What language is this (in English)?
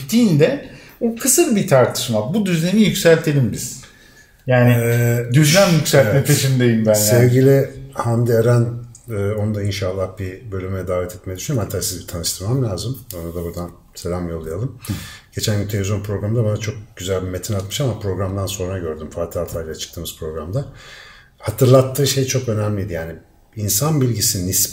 Turkish